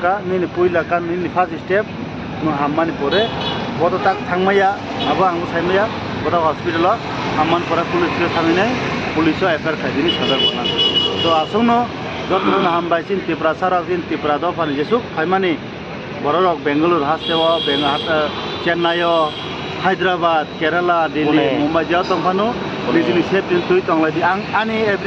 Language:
Kok Borok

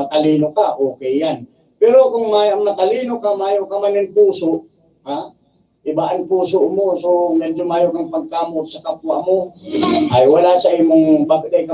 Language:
Bikol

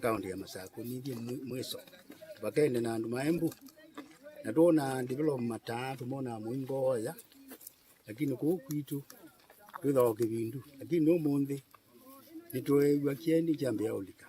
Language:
Kamba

